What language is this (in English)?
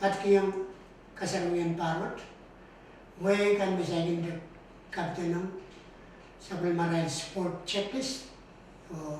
Pohnpeian